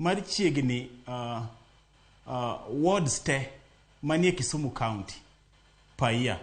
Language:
Luo (Kenya and Tanzania)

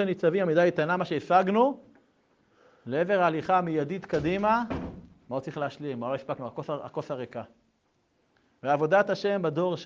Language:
Hebrew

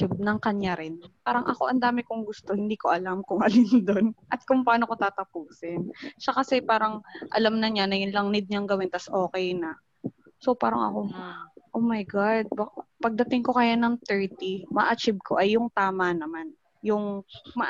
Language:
Filipino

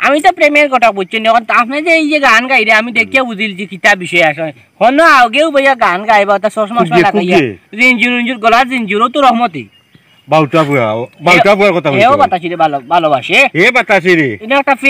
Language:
Sylheti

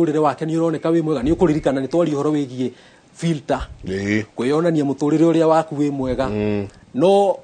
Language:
Kikuyu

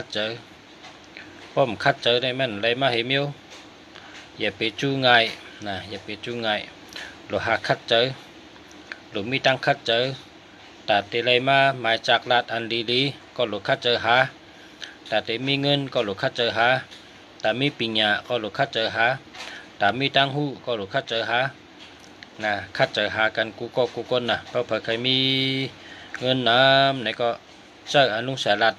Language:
Shan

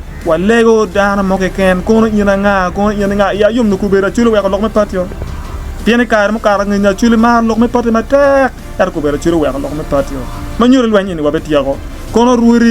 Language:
Acoli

